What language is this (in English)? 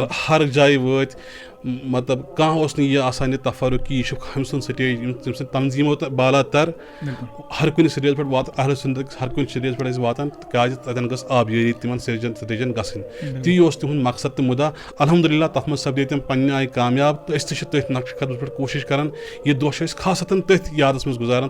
Kashmiri